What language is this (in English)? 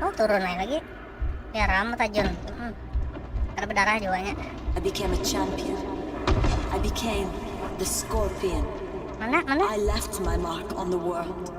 Banjar